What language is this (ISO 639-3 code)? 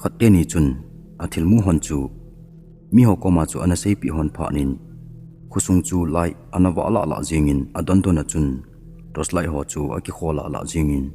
tcz